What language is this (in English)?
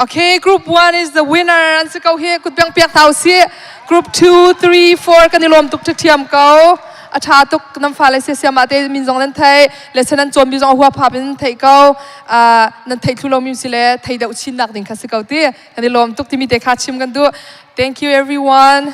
Hakha Chin